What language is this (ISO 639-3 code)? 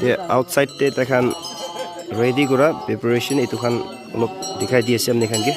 nag